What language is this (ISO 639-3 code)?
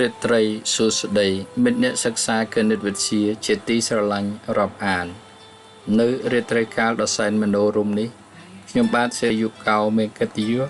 khm